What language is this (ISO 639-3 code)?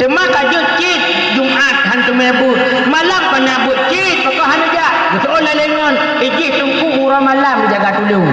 ace